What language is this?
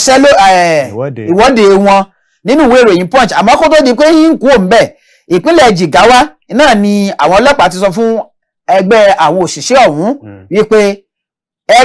Yoruba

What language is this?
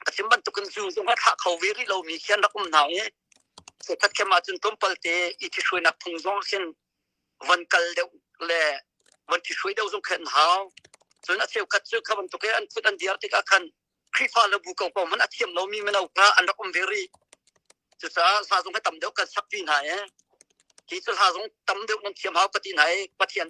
Hakha Chin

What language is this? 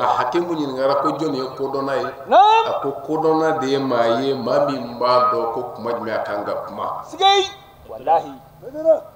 Bambara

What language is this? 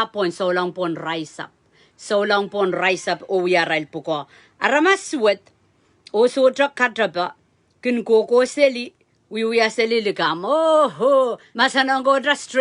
Pohnpeian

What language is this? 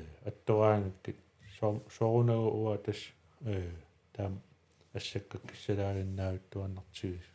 Kalaallisut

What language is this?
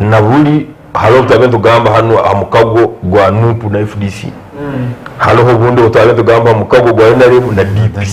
Nyankole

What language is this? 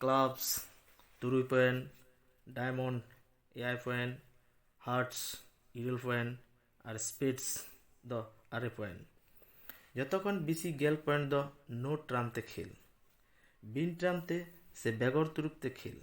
Santali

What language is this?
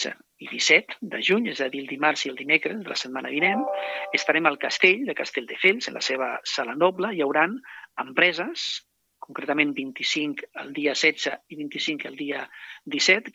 Catalan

